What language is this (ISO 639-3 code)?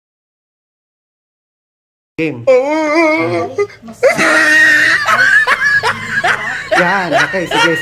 fil